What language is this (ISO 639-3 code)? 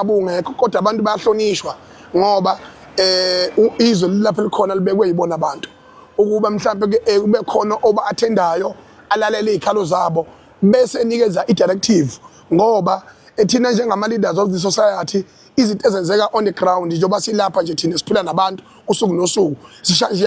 zul